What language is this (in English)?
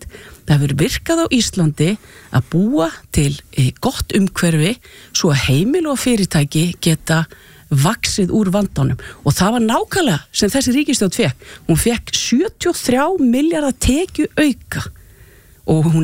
Icelandic